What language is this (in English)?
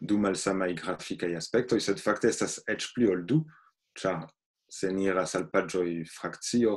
Esperanto